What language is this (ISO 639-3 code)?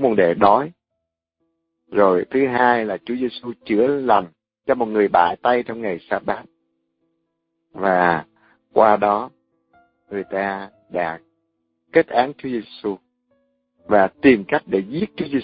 vie